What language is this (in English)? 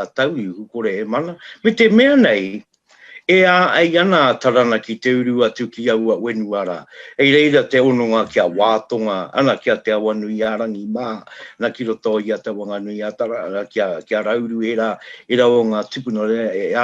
Māori